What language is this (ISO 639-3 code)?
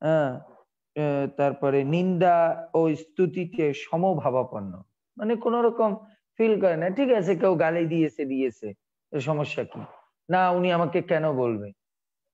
ben